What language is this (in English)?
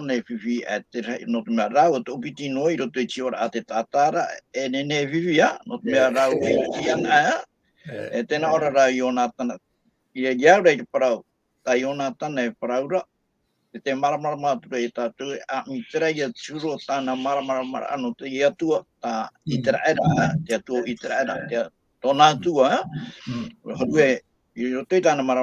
Tahitian